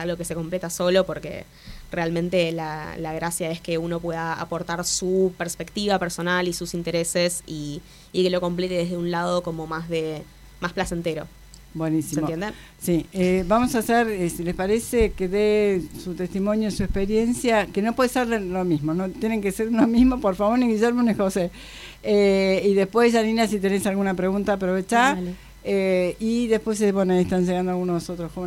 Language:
Spanish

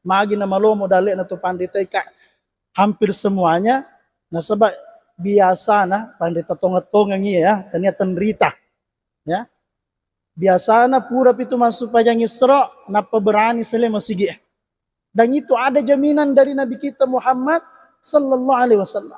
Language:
Buginese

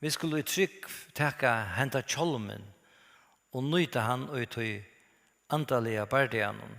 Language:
Faroese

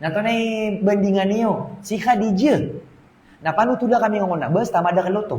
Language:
Maranao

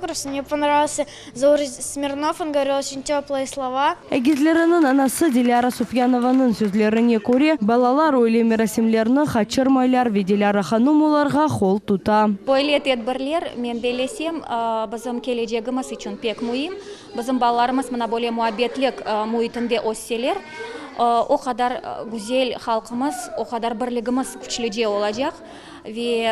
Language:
Crimean Tatar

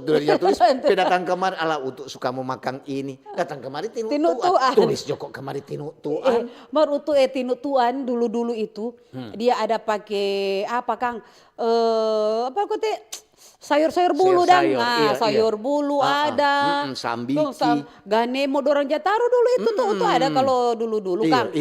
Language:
Manado Malay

